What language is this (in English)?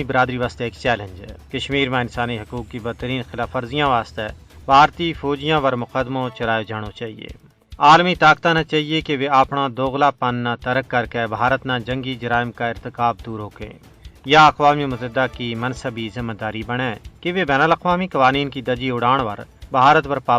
Gujari